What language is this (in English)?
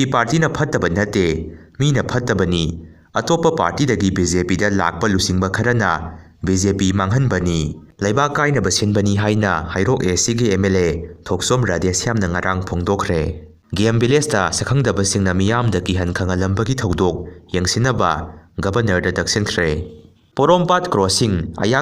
Manipuri